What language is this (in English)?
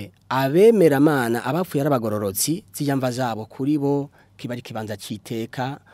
Rundi